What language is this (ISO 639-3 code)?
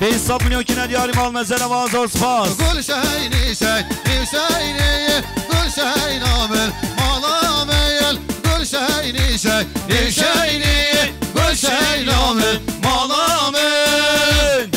kur